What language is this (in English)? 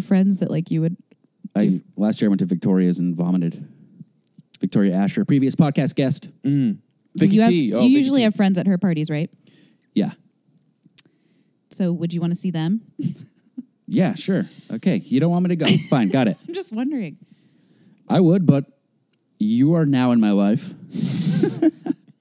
English